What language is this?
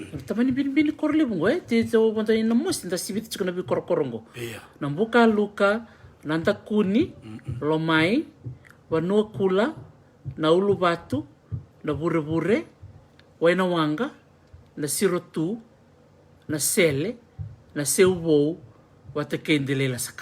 Fijian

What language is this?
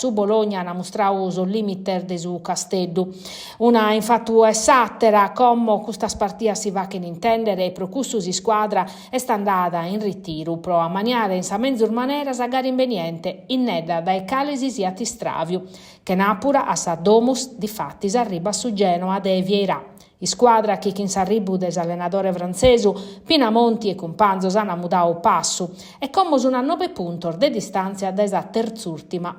Sardinian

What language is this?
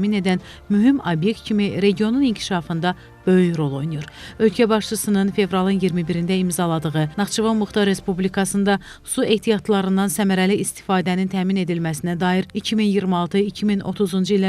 Azerbaijani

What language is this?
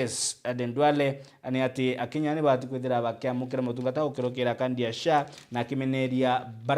Meru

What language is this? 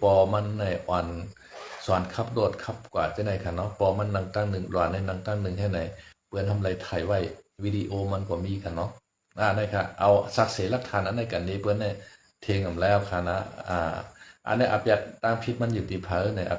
Shan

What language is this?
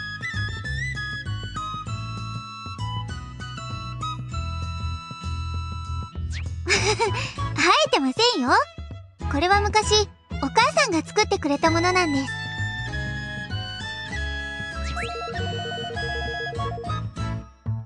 Japanese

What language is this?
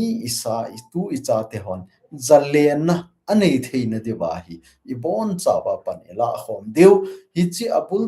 Thado Chin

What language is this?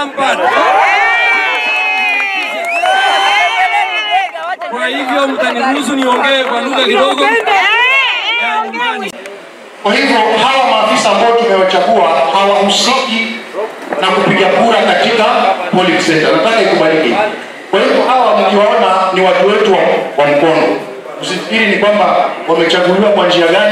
Swahili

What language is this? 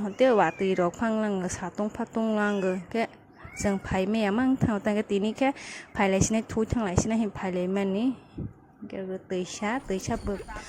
Kok Borok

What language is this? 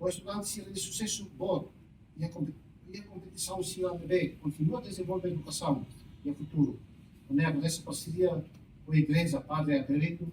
Tetum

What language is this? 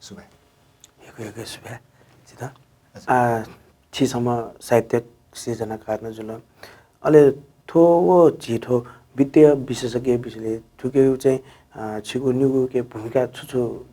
Newari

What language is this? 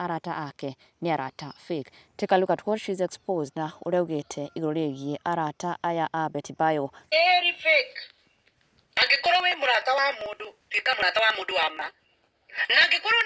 Kikuyu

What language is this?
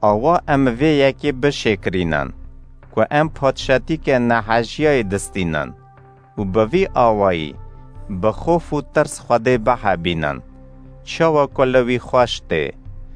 Kurdish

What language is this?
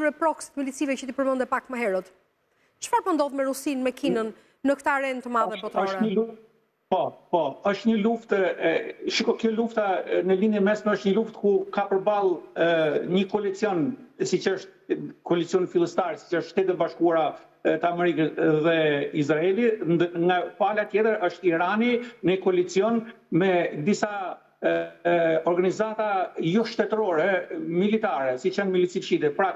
Albanian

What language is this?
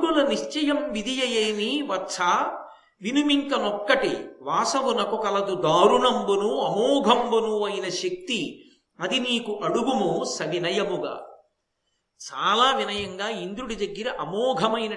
Telugu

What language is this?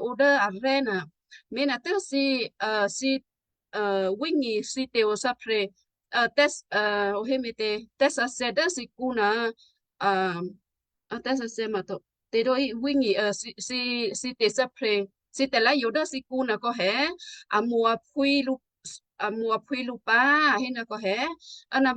Western Kayah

